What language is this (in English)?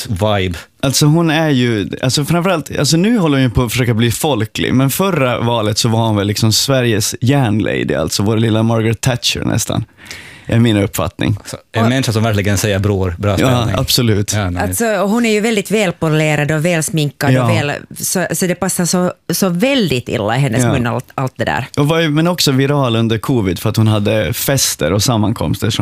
Swedish